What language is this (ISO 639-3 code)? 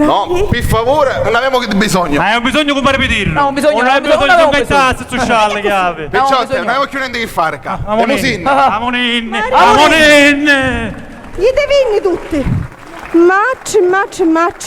scn